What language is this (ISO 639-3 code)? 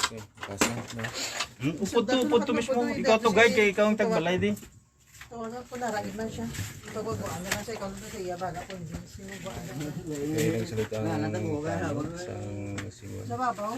hil